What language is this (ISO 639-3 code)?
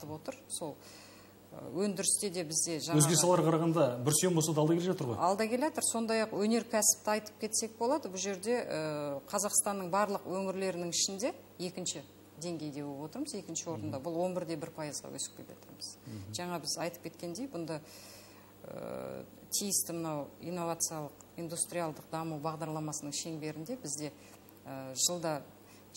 kaz